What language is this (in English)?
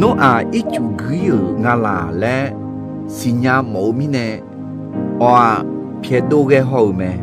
Akha